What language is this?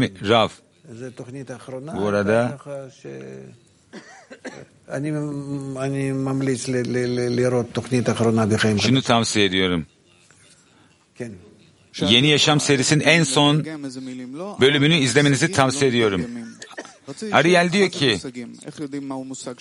Turkish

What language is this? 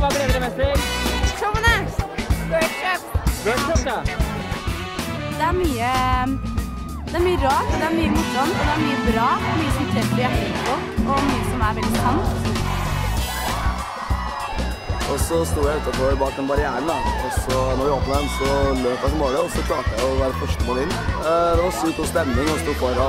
Norwegian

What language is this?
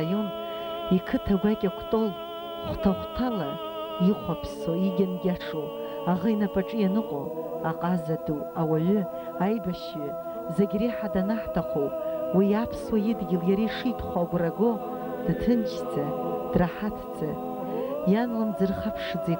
Abkhazian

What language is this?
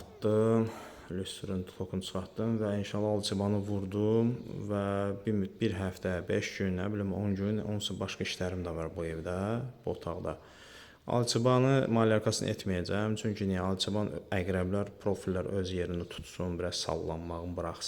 Azerbaijani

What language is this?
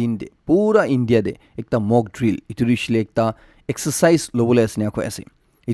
Naga Pidgin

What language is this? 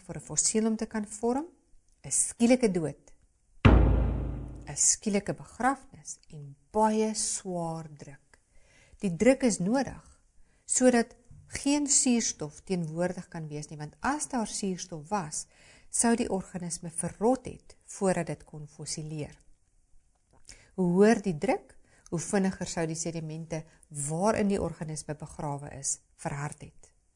Afrikaans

